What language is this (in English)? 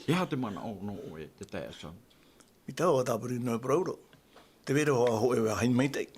Tahitian